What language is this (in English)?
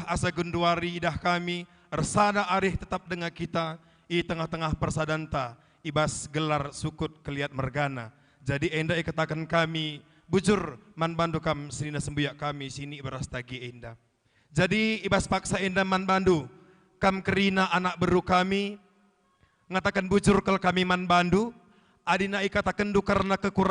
Batak Karo